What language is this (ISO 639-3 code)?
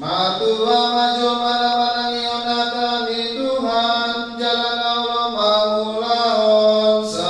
bbc